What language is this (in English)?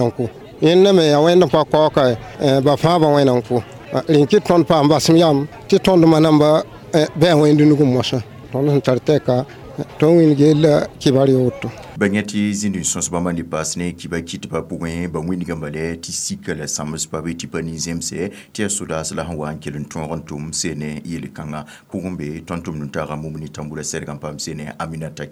Mossi